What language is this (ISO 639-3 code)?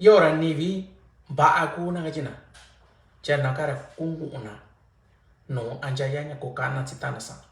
mix